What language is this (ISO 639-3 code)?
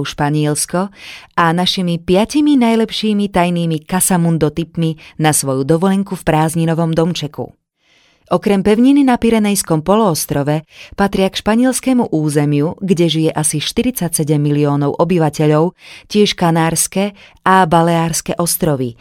slk